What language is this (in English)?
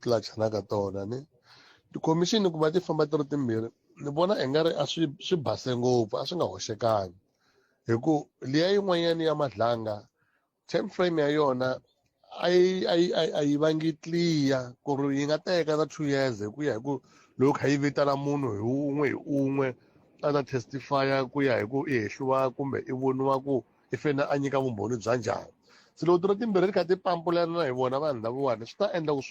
Tsonga